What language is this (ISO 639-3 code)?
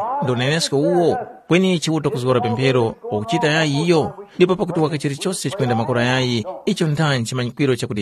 tum